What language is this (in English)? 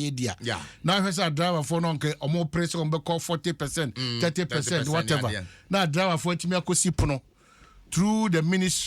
Akan